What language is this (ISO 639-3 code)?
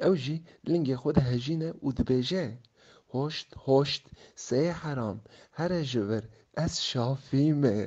kur